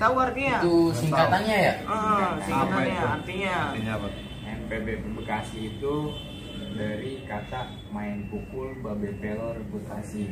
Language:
Betawi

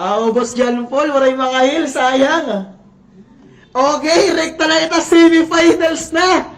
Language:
Waray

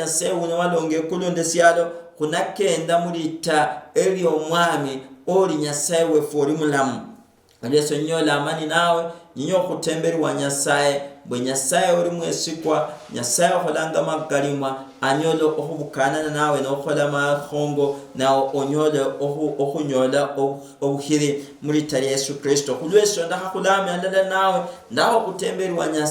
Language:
Luyia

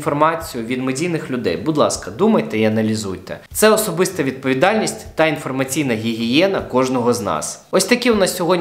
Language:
Ukrainian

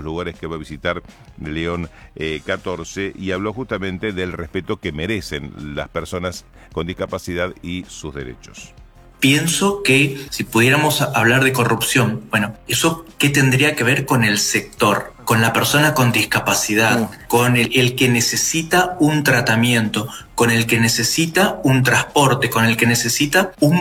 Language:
Spanish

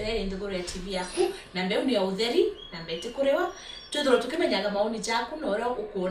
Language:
Meru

